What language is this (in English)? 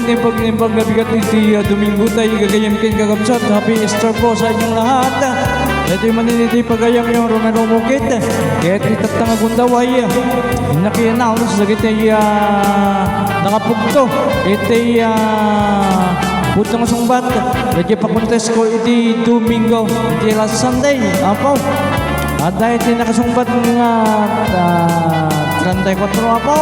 Iloko